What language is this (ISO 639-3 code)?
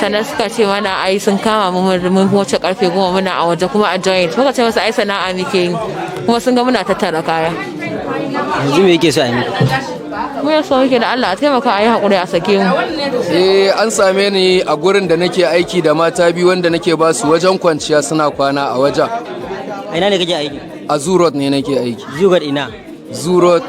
hau